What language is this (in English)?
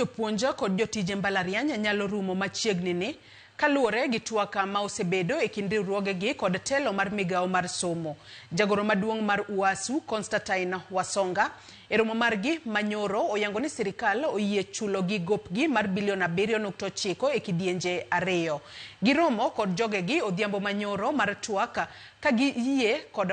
Luo (Kenya and Tanzania)